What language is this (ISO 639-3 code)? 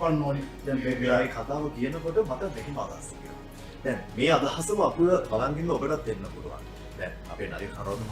sin